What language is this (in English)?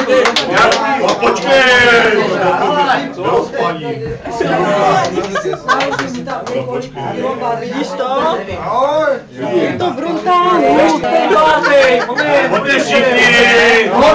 Czech